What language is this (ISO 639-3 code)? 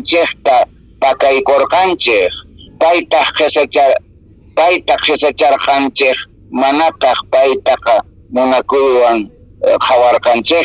que